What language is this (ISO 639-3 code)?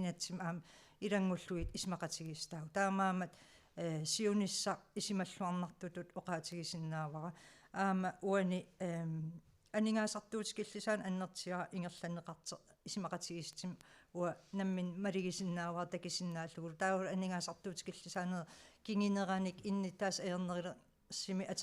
kal